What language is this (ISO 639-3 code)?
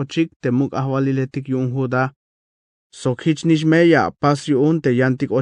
tzh